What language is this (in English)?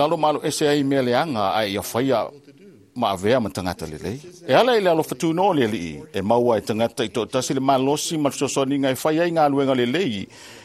Samoan